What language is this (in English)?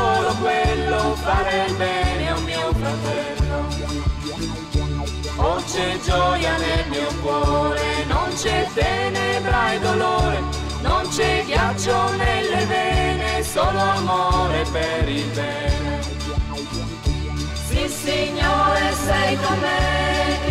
Italian